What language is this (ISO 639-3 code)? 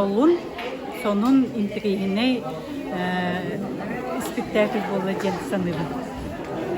sah